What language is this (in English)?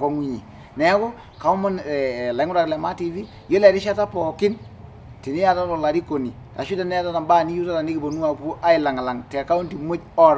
Masai